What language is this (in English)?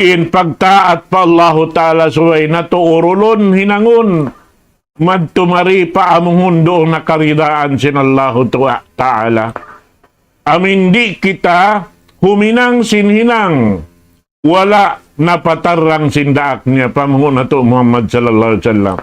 Tausug